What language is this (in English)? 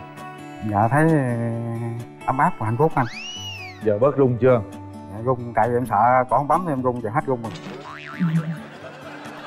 Vietnamese